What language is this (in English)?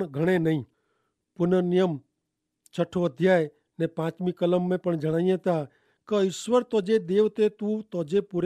Kachhi